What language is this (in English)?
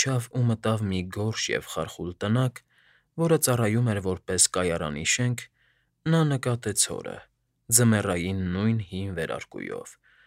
Armenian